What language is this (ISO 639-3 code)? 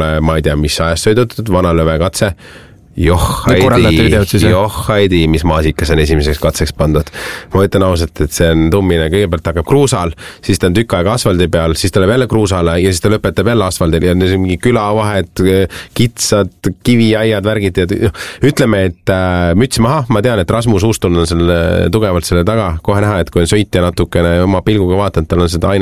est